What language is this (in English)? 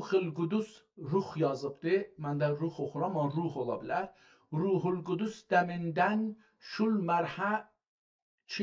South Azerbaijani